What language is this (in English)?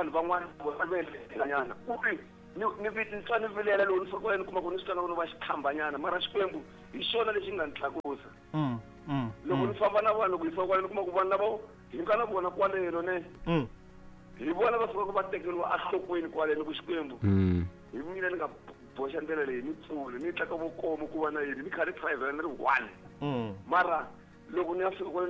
Tsonga